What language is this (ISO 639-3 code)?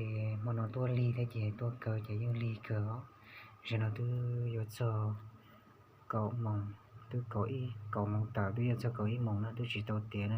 hmn